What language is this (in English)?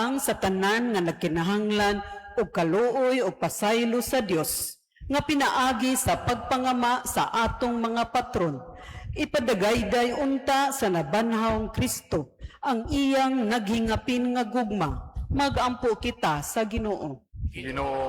Cebuano